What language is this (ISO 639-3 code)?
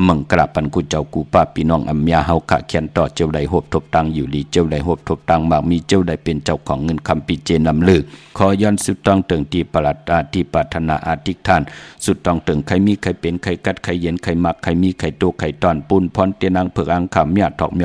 shn